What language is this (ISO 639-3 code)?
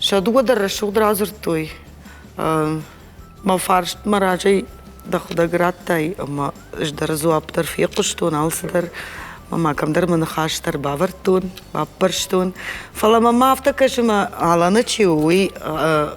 oss